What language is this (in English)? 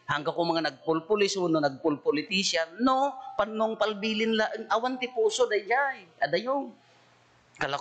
Iloko